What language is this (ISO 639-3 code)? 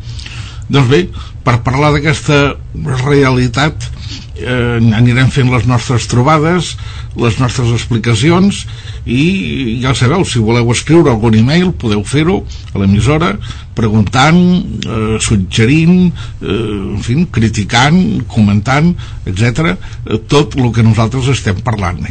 cat